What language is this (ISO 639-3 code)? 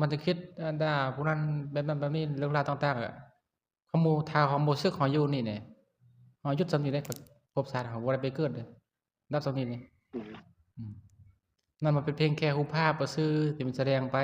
lao